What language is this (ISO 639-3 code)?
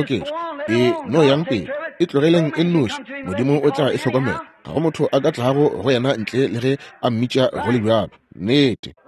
nso